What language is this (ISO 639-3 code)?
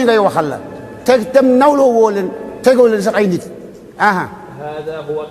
wol